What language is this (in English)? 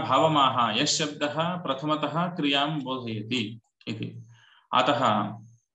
Sanskrit